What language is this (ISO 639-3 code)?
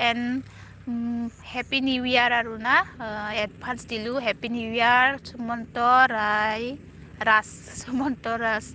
brx